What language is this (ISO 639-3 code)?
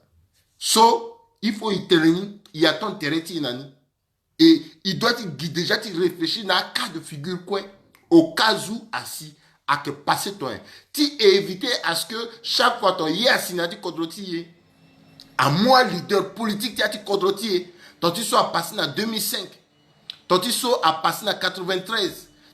sag